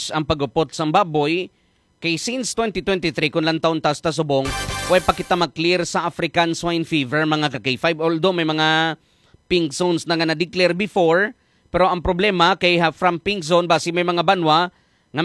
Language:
Hiligaynon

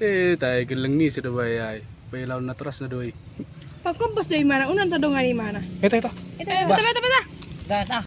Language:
Batak Toba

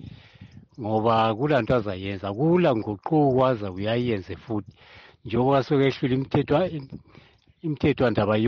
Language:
North Ndebele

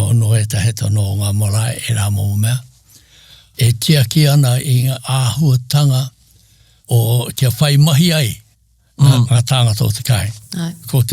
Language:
Māori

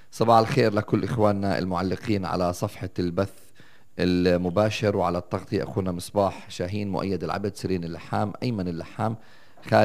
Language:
North Levantine Arabic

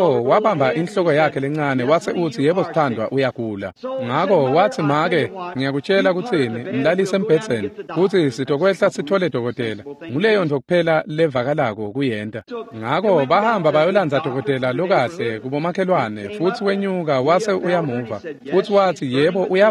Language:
Swati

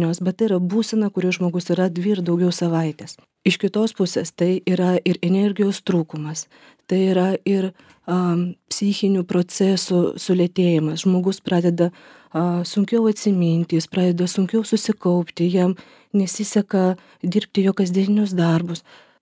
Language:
Lithuanian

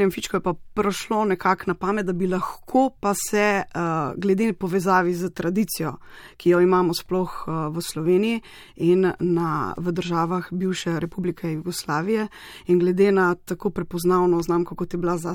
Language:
Slovenian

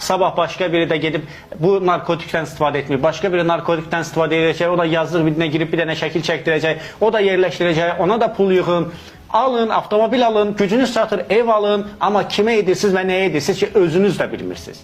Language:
Azerbaijani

